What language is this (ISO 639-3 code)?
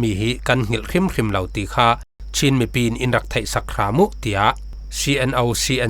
cfm